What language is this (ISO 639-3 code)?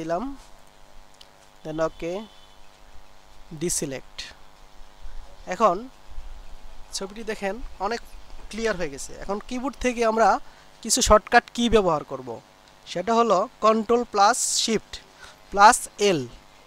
ben